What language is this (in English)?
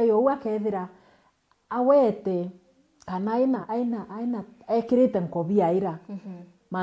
Meru